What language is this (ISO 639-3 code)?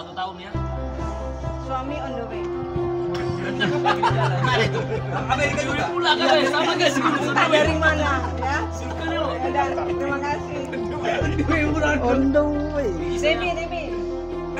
ind